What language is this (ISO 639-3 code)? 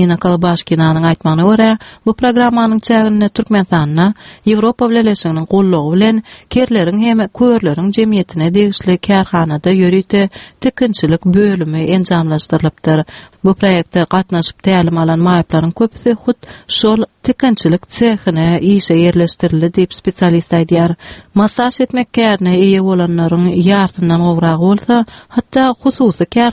tuk